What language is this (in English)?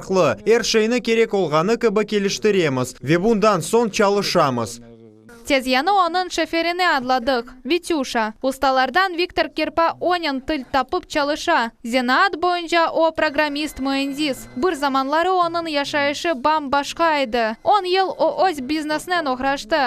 Crimean Tatar